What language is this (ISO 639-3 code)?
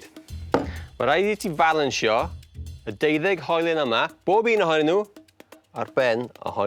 cym